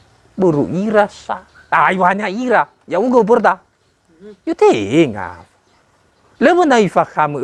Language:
Nias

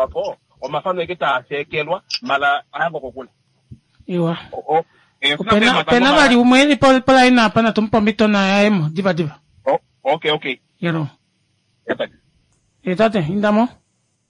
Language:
Kuanyama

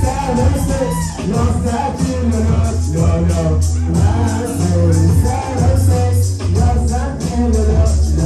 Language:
Tibetan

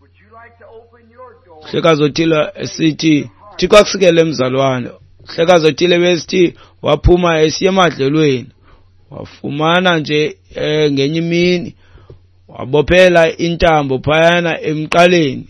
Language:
Xhosa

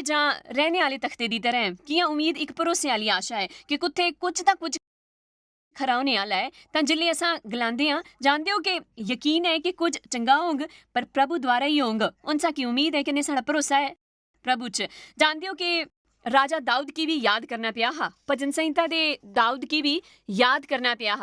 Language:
Dogri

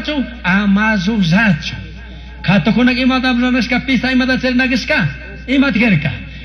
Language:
Chimborazo Highland Quichua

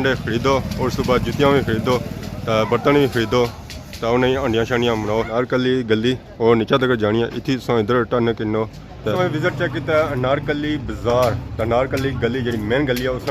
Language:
Pahari-Potwari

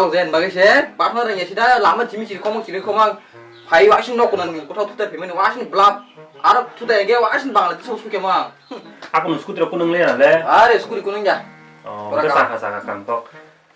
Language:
Kok Borok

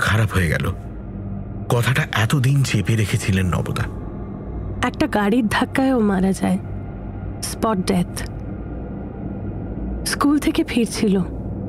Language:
Bangla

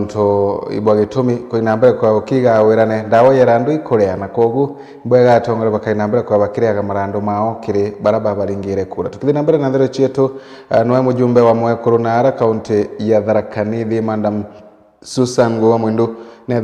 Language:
Meru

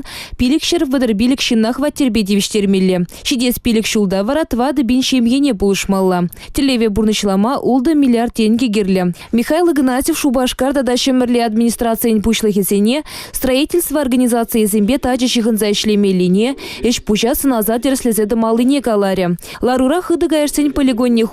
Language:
Chuvash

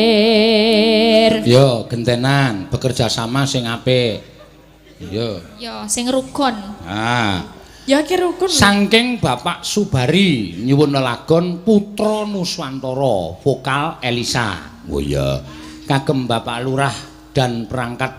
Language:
Javanese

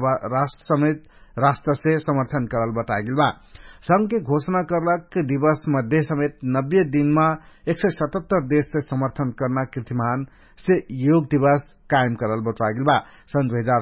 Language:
Dangaura Tharu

